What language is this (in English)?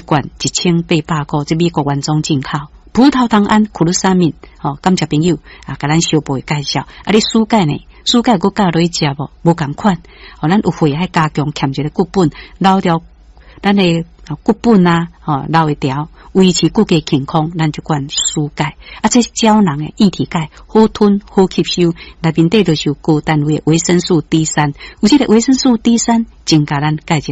Min Nan Chinese